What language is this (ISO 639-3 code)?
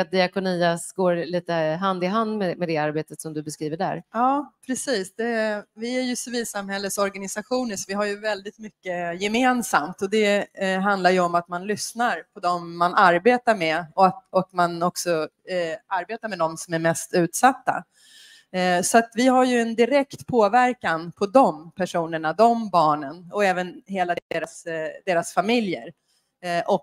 swe